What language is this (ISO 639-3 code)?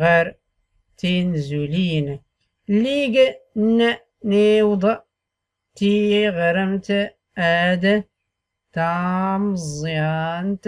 shi